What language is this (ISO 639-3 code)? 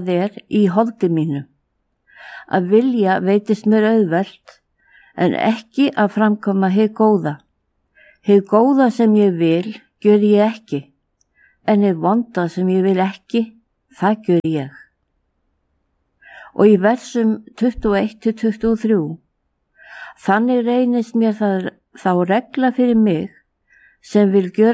isl